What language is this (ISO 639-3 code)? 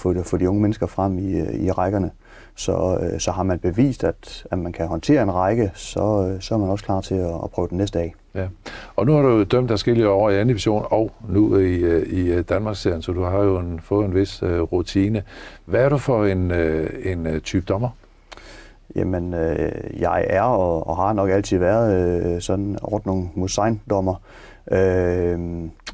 dan